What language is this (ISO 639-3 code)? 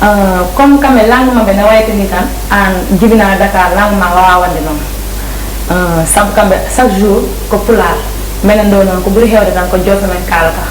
ful